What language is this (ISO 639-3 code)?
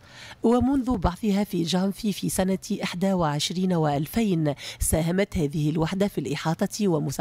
aeb